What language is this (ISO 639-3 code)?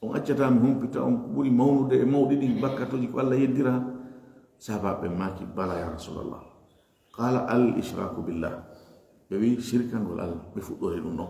ful